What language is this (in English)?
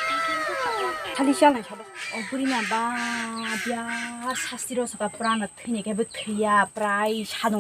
Kok Borok